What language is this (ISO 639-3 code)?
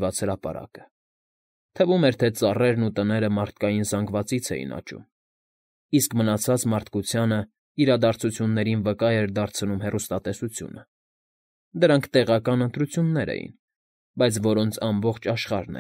hye